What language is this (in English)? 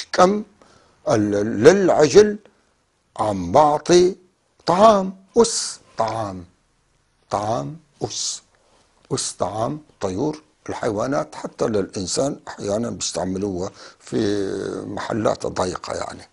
North Levantine Arabic